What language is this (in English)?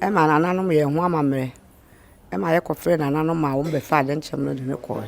Akan